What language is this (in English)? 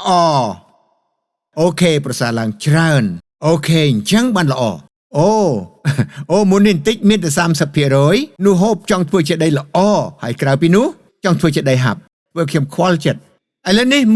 Khmer